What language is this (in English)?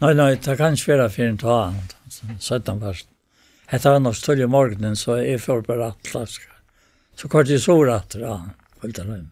Faroese